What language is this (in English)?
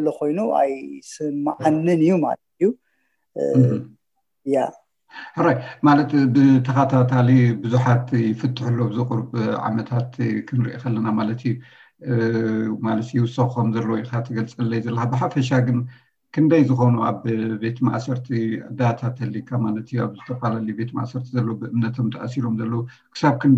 Tigrinya